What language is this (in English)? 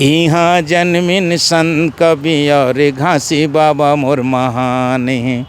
Chhattisgarhi